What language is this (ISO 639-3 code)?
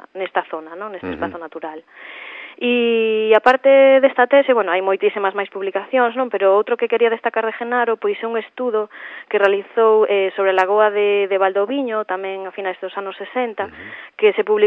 glg